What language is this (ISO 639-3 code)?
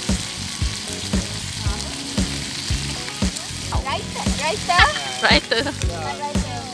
msa